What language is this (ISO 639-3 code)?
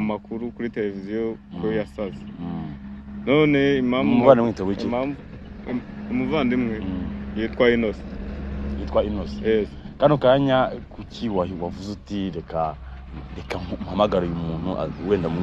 kin